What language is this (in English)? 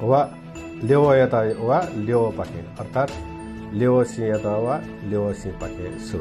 Newari